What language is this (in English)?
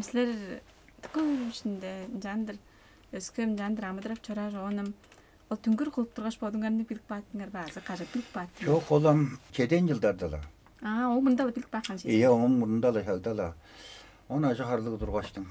Tuvinian